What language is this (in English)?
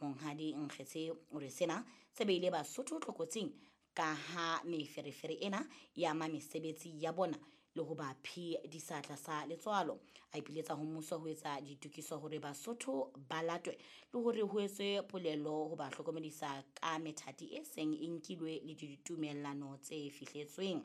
Southern Sotho